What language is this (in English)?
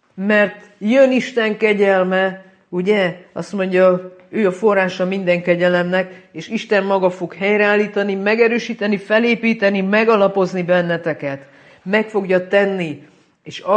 Hungarian